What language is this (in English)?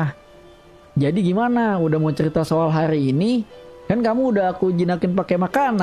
Indonesian